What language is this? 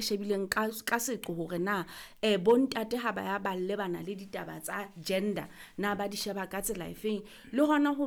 Southern Sotho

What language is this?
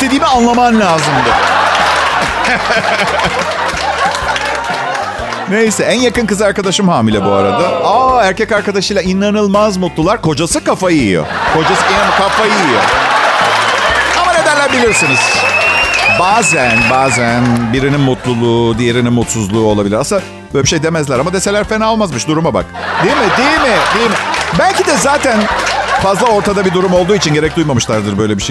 Turkish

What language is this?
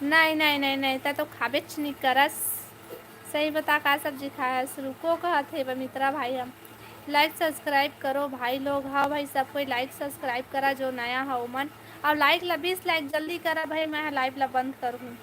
Chhattisgarhi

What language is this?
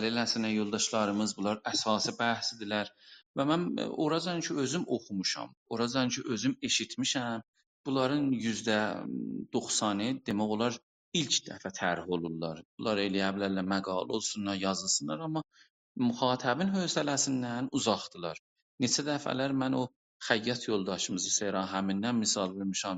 South Azerbaijani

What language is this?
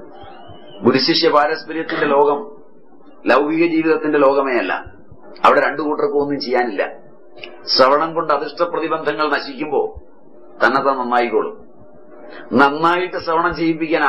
Malayalam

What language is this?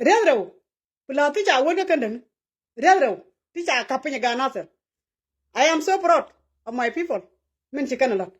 Nuer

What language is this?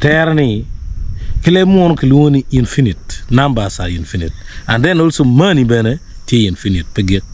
Acoli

